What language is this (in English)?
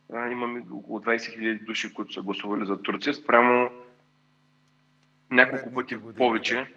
Bulgarian